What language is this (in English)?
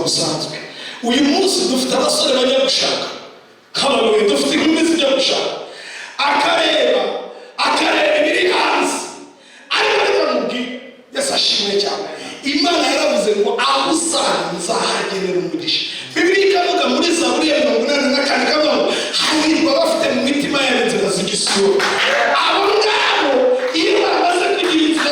Kinyarwanda